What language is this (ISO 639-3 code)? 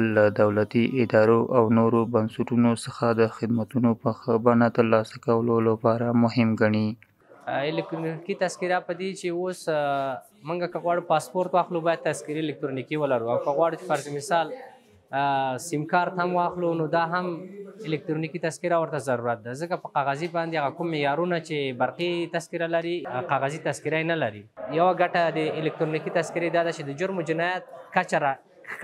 pus